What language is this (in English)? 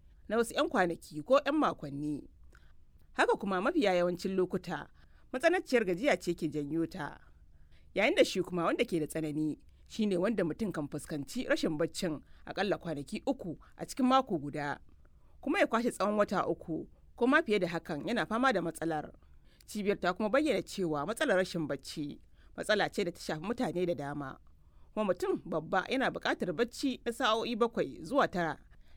Hausa